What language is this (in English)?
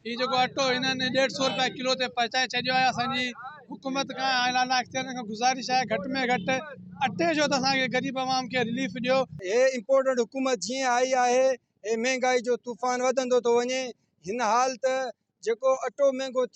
Sindhi